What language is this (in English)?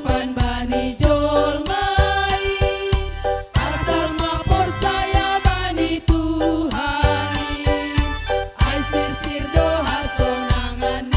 Batak Simalungun